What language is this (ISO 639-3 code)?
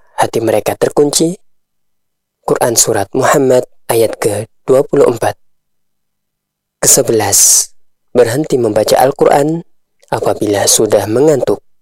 ind